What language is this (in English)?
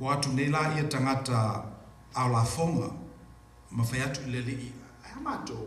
Samoan